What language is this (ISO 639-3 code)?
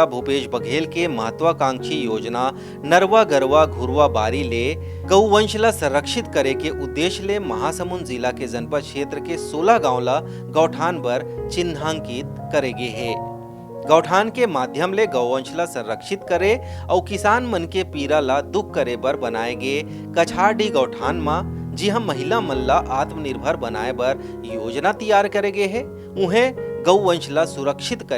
hne